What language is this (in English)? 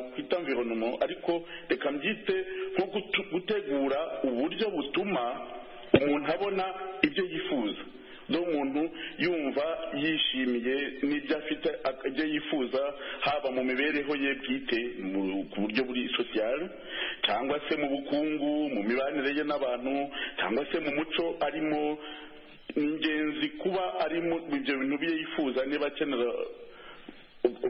Kinyarwanda